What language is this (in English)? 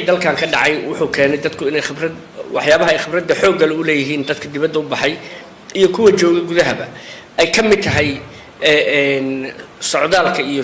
Somali